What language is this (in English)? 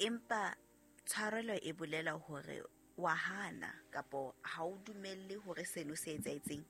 Southern Sotho